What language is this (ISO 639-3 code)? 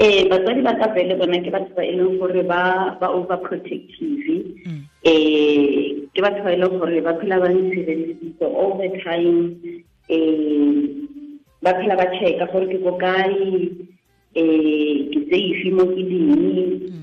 tsn